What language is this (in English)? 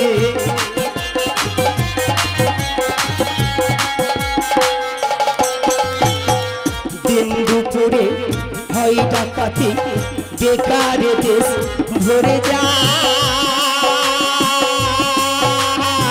Bangla